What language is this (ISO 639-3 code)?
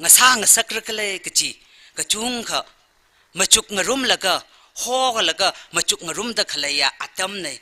nmf